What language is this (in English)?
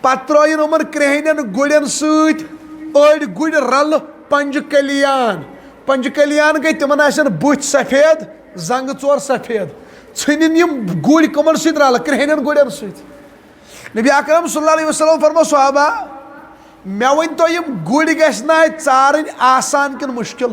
Kashmiri